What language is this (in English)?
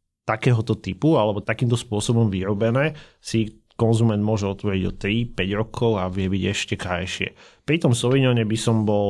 Slovak